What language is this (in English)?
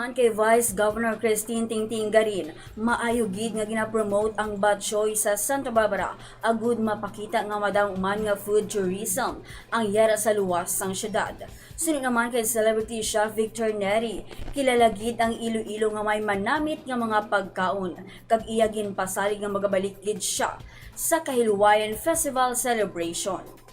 Hiligaynon